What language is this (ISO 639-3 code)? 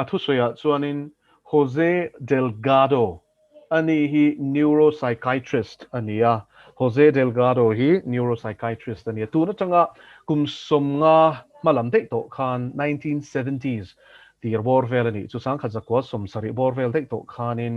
lus